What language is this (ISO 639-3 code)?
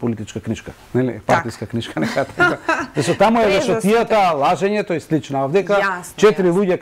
mkd